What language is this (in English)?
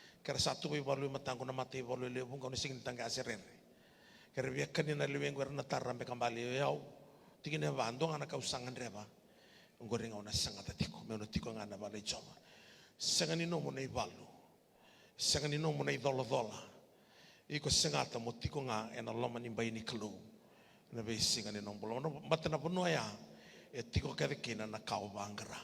Fijian